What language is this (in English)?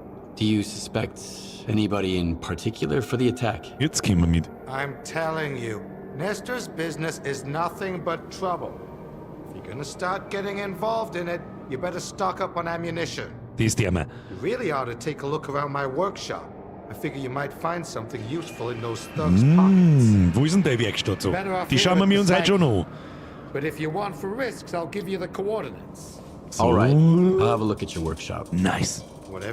Bavarian